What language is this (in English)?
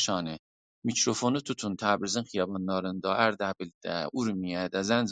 South Azerbaijani